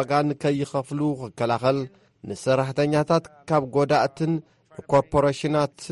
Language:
Tigrinya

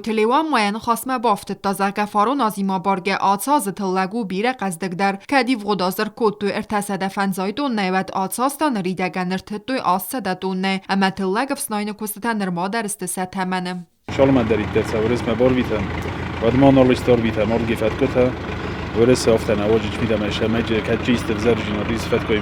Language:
Ossetic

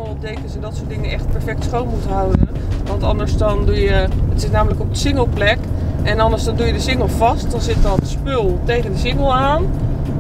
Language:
Dutch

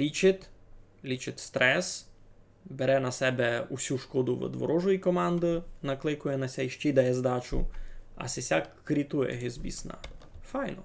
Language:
Rusyn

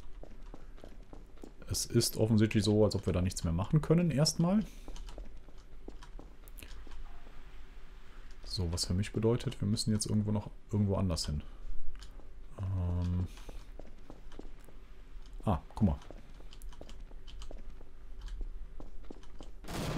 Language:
German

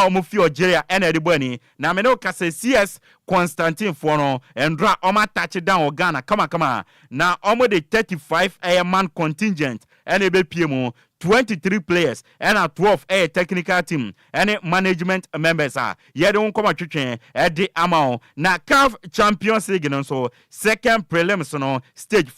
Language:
Akan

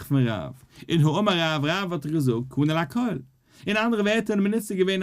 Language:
Yiddish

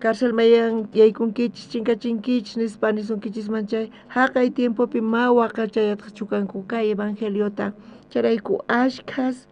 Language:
South Bolivian Quechua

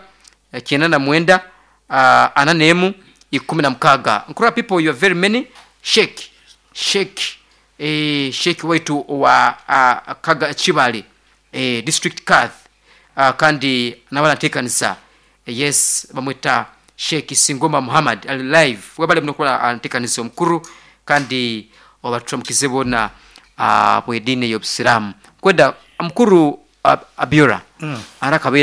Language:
Nyoro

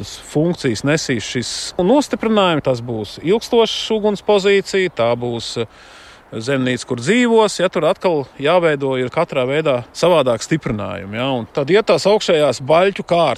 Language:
Latvian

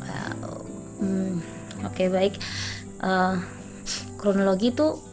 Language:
Ambonese Malay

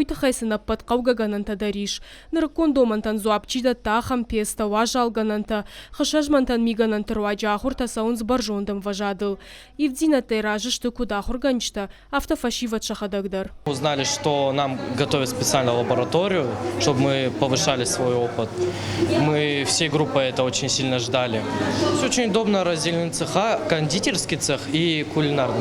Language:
Ossetic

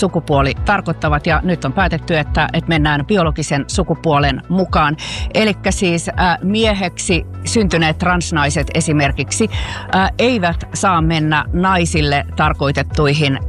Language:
Finnish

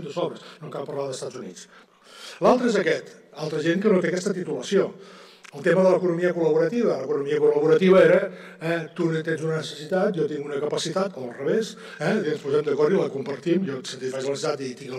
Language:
Catalan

